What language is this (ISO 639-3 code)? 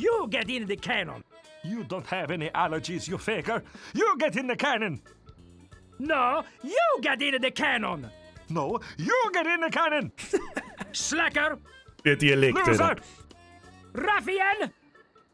bar